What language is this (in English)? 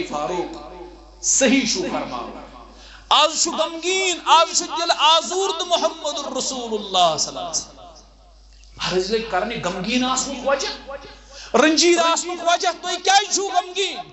Kashmiri